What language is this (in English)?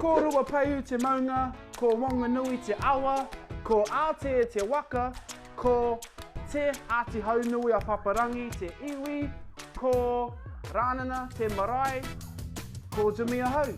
Māori